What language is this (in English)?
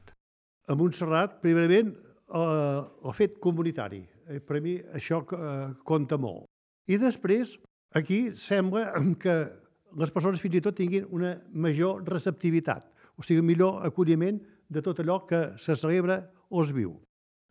Catalan